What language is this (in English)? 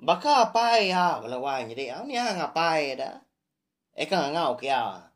Iban